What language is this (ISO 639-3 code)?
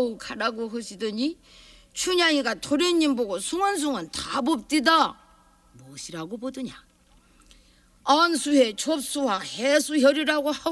kor